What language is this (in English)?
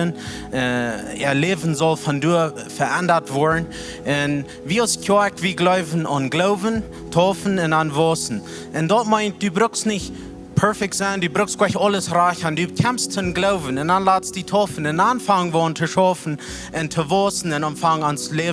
Plautdietsch